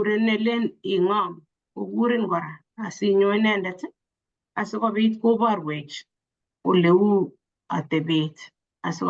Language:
Kalenjin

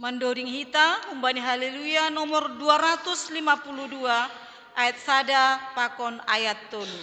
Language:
Batak Simalungun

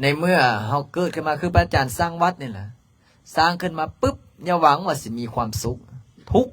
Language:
Lao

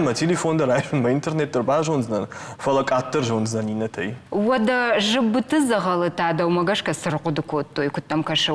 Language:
Ossetic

